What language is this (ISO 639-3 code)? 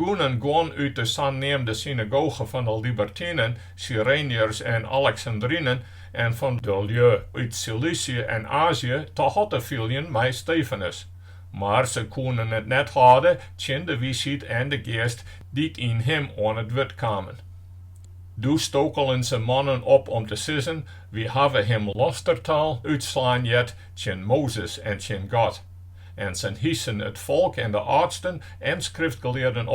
fry